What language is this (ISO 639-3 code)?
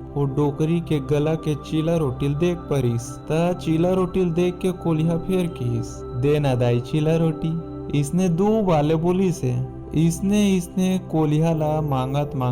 hne